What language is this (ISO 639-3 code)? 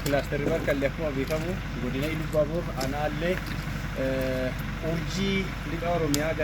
orm